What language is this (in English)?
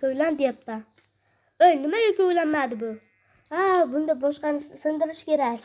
Uzbek